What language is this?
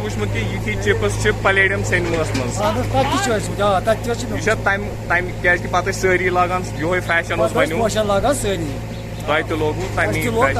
Kashmiri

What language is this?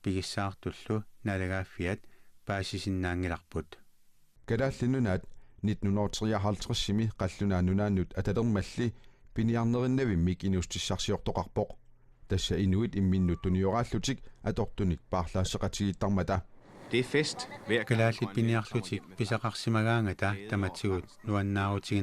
Kalaallisut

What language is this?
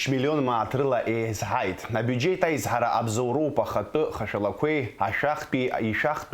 Abkhazian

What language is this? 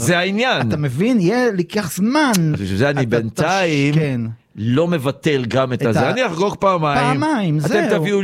Hebrew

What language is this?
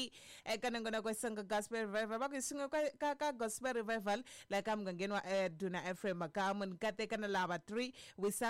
Tsonga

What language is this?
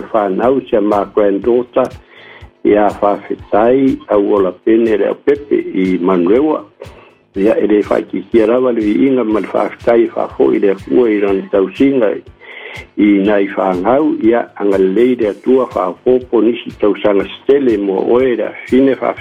Samoan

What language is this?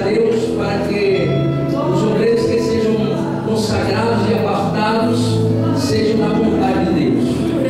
Portuguese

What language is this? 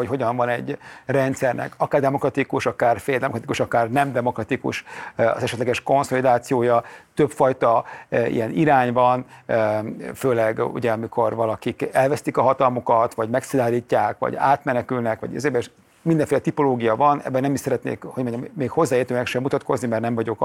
Hungarian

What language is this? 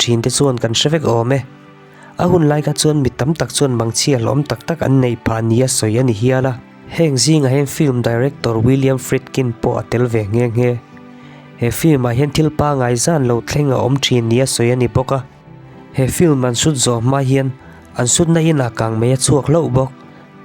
Mizo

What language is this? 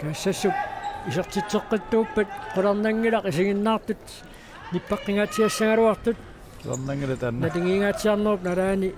Kalaallisut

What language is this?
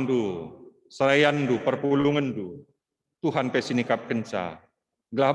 Batak Karo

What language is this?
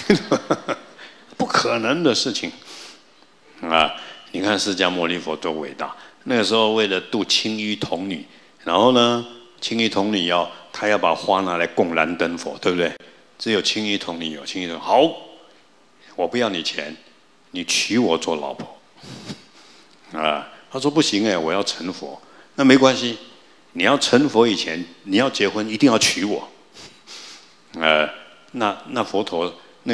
Chinese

